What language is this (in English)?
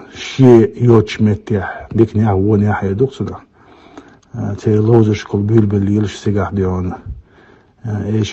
Chechen